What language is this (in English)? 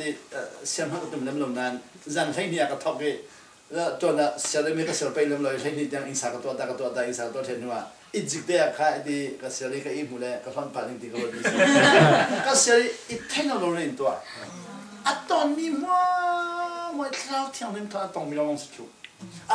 Falam Chin